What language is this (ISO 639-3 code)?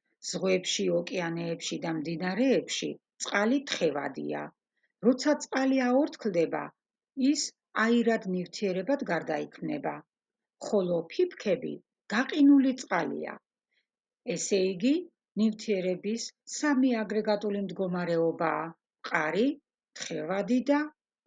kat